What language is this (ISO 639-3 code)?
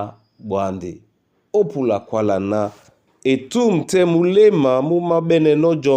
dua